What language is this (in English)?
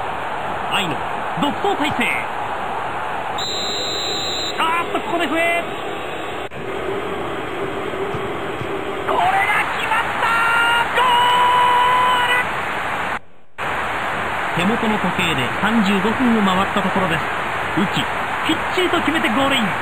Japanese